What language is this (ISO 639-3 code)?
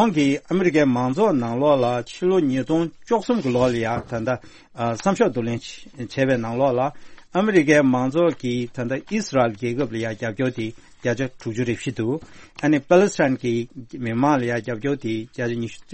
bod